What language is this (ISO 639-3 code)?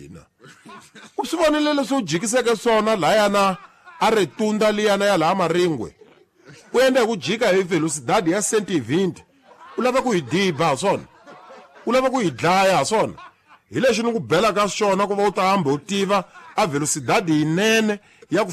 tso